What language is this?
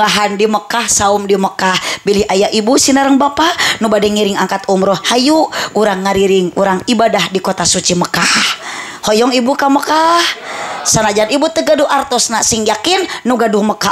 Sundanese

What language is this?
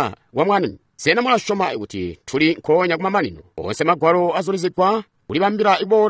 Tonga (Zambia)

